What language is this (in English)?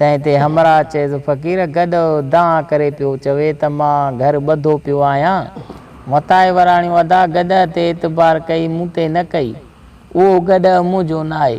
Sindhi